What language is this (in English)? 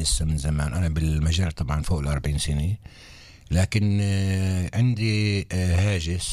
North Levantine Arabic